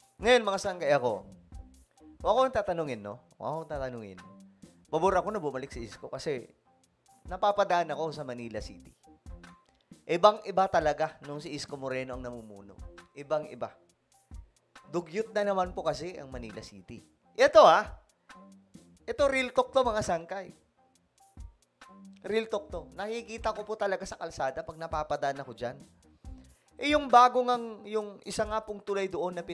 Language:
Filipino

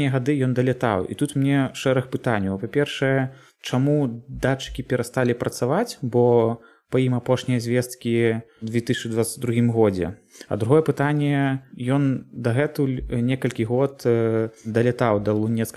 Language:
Belarusian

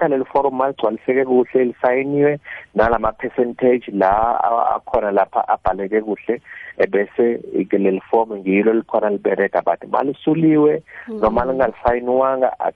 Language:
South Ndebele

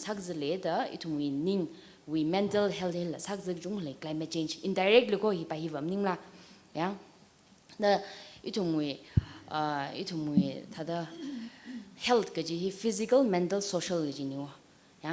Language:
Tangkhul Naga (India)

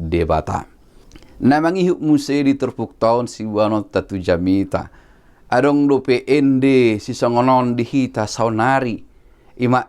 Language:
Batak Toba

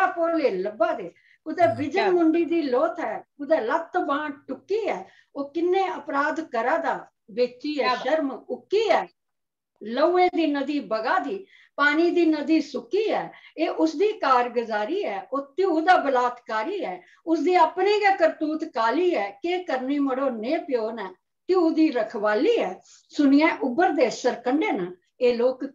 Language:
Dogri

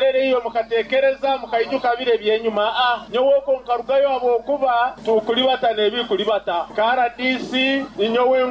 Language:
Nyoro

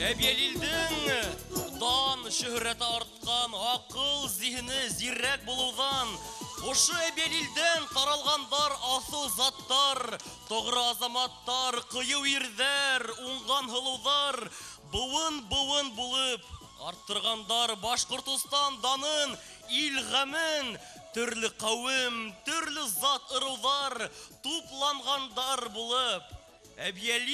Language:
Bashkir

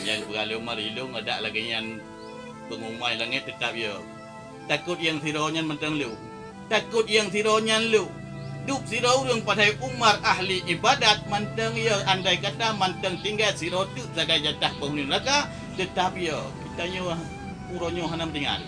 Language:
Achinese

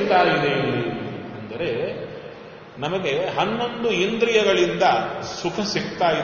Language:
Kannada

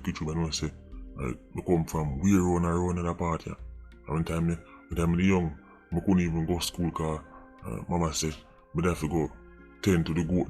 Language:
Jamaican Creole English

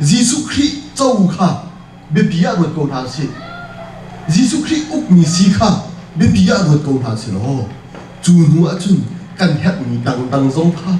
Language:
Hakha Chin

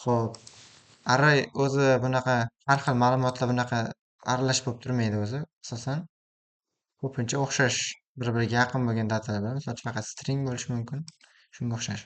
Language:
Uzbek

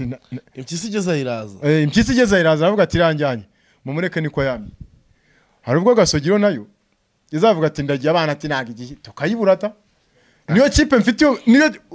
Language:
Kinyarwanda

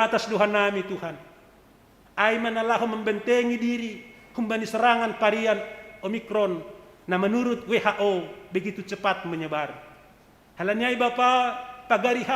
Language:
Batak Simalungun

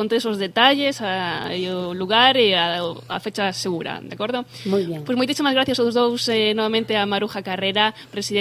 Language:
Galician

